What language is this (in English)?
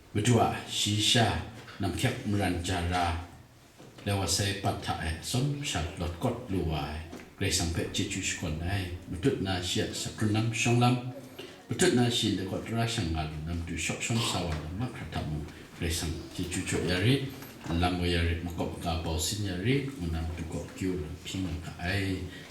Kachin